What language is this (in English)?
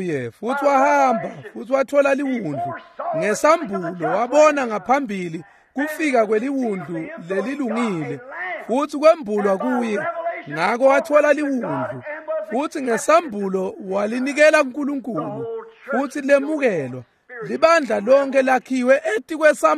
Swati